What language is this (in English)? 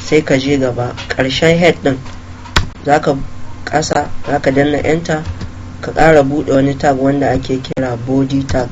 Hausa